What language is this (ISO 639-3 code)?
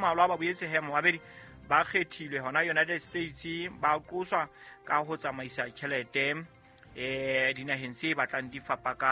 sot